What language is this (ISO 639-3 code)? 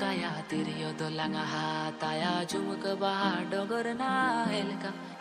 sat